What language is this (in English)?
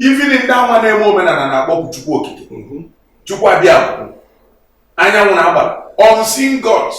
Igbo